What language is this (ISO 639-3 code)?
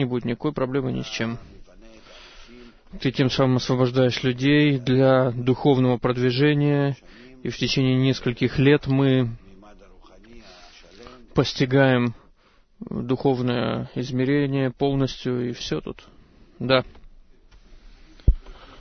rus